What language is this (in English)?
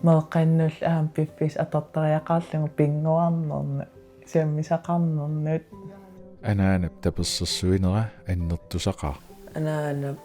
Kalaallisut